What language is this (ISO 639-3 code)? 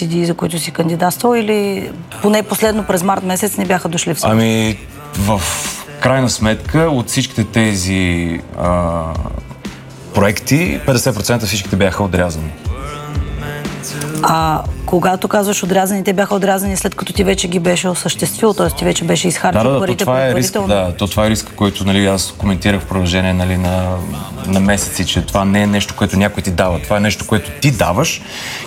bul